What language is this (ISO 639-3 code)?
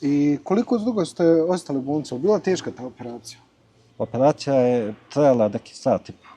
bos